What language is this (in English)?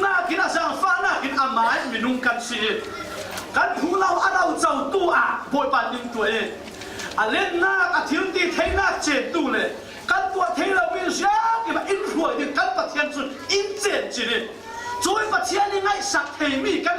Falam Chin